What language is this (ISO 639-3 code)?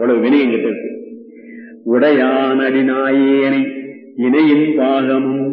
tam